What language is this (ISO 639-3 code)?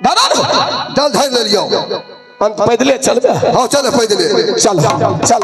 mai